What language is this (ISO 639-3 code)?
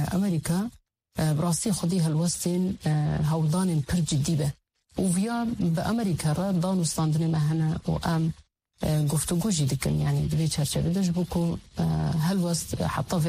kur